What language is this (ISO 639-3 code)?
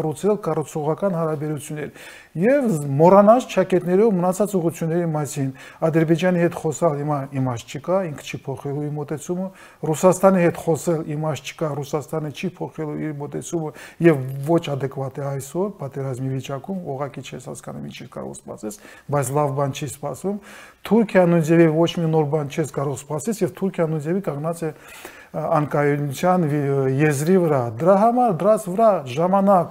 hye